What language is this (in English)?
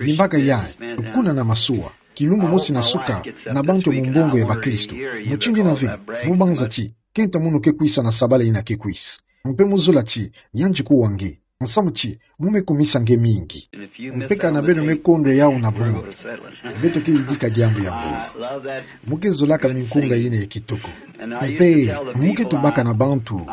Kituba (Democratic Republic of Congo)